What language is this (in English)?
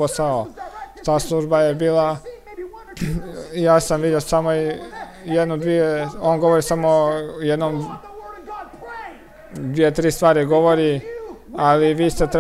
Croatian